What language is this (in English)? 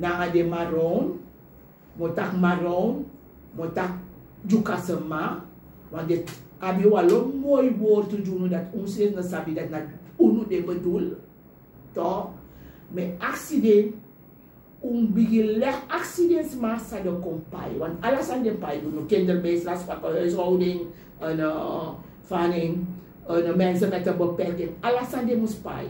Sranan Tongo